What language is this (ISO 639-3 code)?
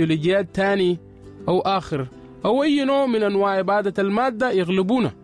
apd